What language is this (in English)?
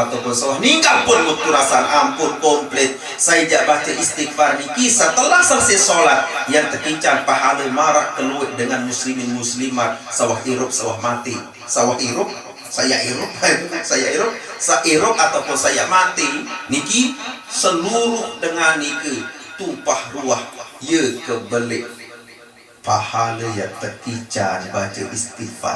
Sasak